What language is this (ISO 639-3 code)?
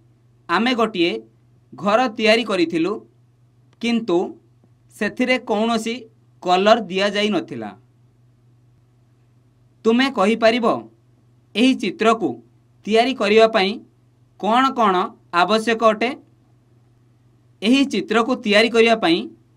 ori